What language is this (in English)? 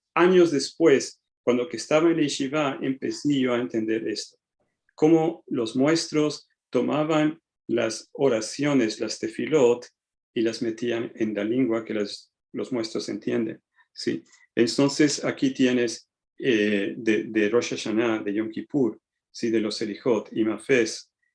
Ladino